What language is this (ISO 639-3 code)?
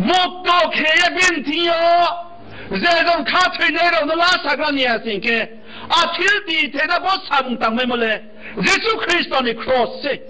ria